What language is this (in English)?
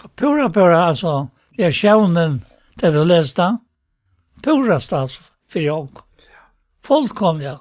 Faroese